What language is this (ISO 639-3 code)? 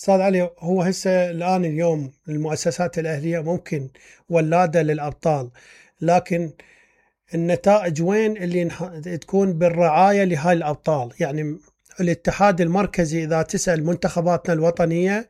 acm